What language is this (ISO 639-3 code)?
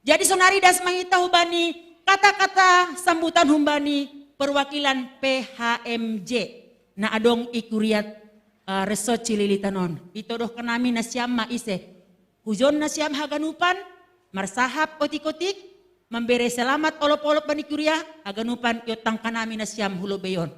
bts